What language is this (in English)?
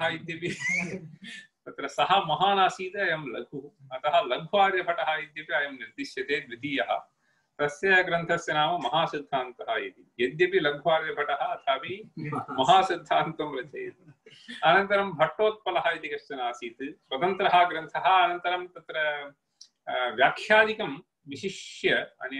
Sanskrit